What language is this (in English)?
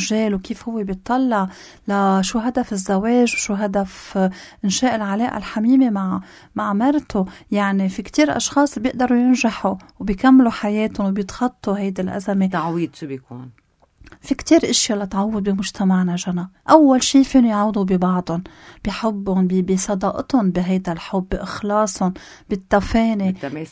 North Levantine Arabic